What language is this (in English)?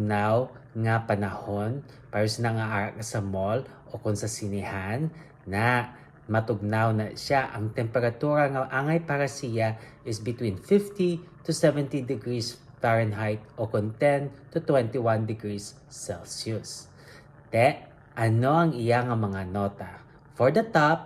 Hiligaynon